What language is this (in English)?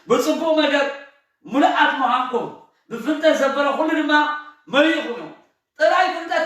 Tigrinya